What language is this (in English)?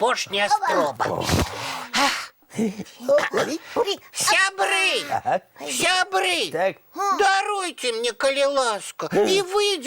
Belarusian